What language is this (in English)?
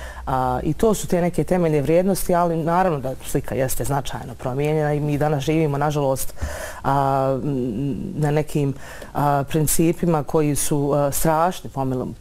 Bosnian